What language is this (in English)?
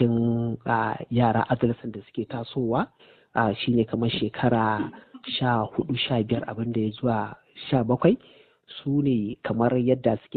Hausa